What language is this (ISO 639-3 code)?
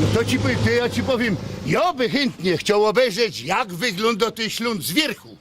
szl